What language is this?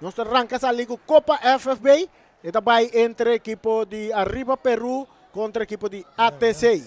Papiamento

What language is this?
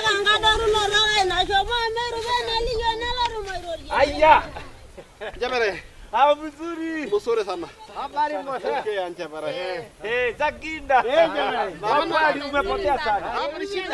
Swahili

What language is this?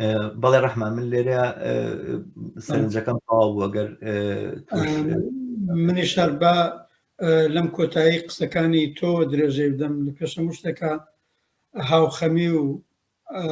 Central Kurdish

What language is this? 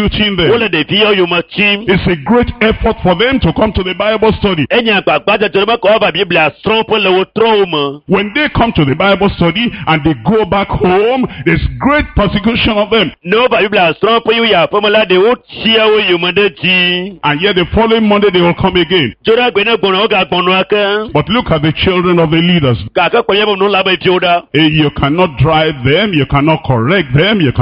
Ewe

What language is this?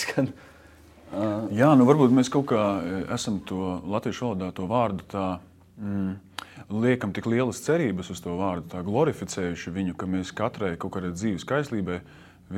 Latvian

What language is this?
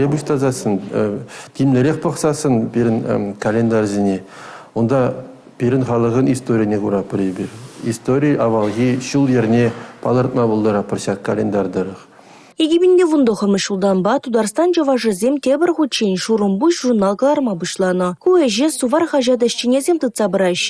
Chuvash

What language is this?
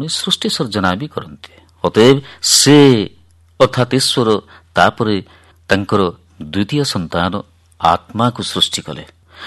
Odia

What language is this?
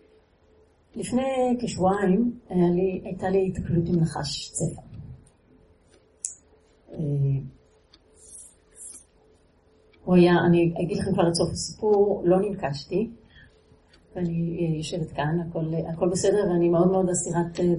Hebrew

